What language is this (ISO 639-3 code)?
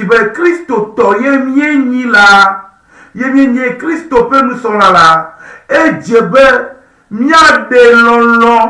ewe